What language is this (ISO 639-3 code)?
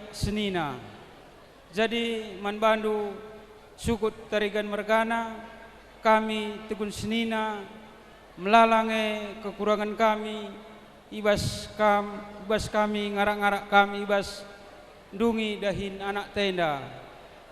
btx